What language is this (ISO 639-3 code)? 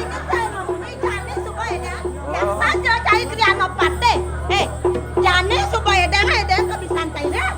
ban